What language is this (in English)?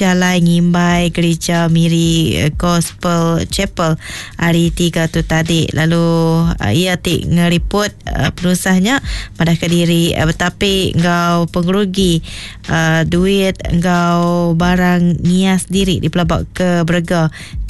Iban